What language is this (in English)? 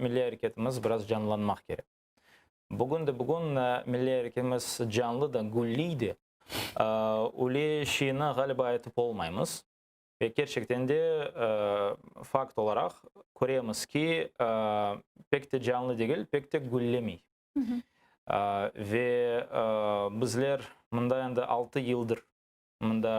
Crimean Tatar